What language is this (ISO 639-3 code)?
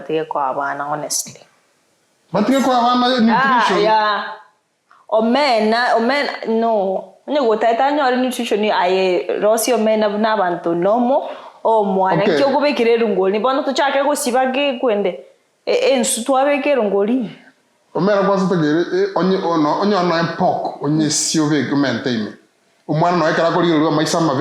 guz